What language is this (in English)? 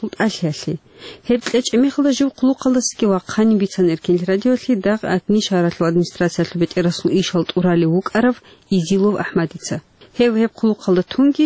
Avaric